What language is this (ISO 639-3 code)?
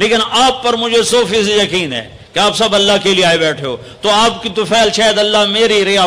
urd